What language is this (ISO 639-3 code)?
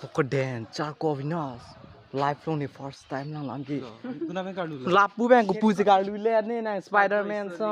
mjw